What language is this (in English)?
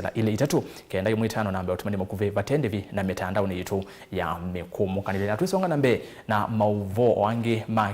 Kamba